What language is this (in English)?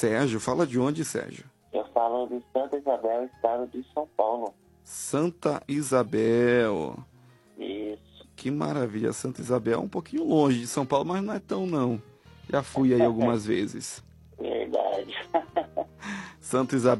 Portuguese